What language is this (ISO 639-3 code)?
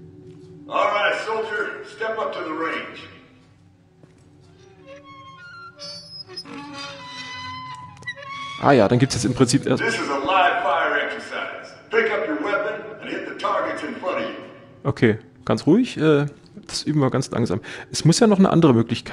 deu